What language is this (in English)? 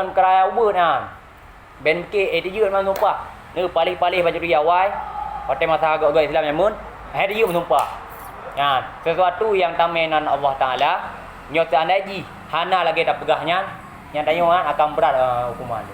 Achinese